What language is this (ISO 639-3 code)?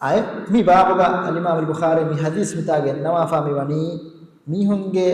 div